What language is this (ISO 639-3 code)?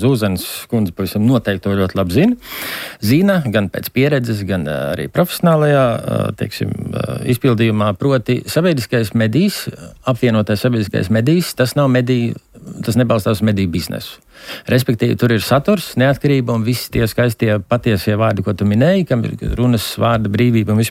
lav